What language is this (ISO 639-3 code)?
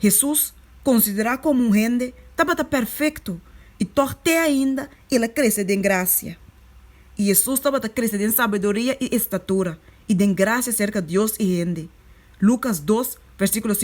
pap